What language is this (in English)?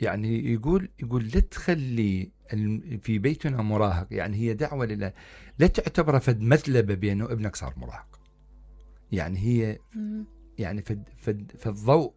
Mesopotamian Arabic